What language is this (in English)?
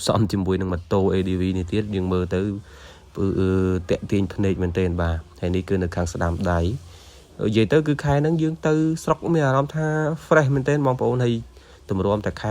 Khmer